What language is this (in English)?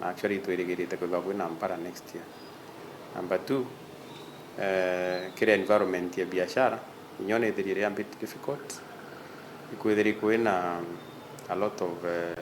Meru